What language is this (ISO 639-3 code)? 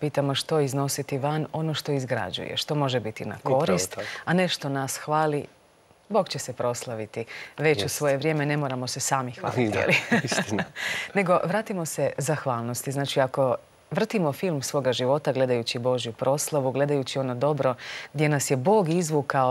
hrv